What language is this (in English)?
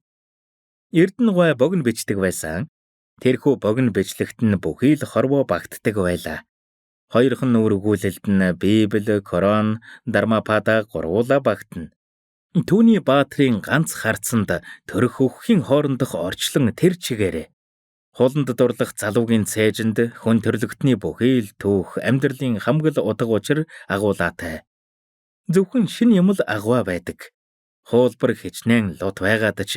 Mongolian